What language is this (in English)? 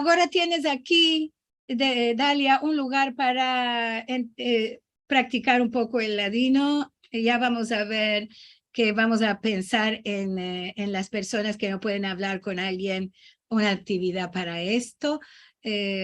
Ladino